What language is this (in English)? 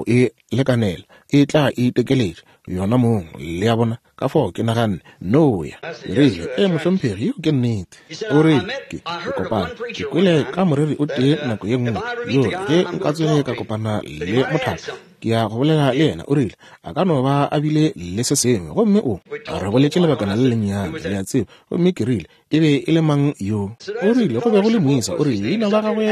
Northern Sotho